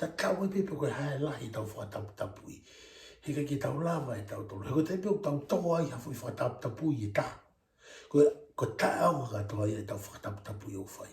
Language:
Tongan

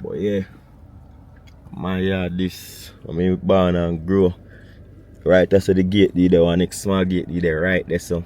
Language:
Jamaican Creole English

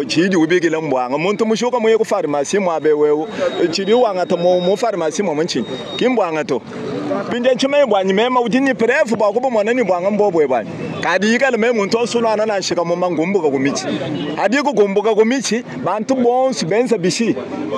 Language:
Luba-Lulua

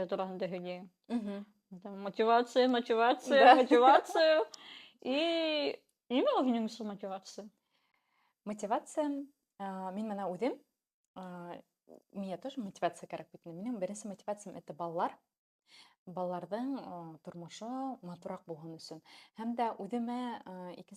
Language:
Bashkir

